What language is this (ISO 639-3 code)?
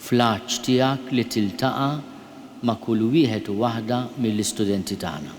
mlt